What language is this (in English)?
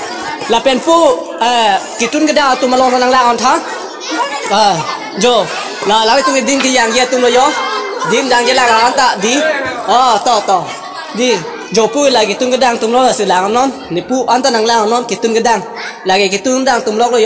Karbi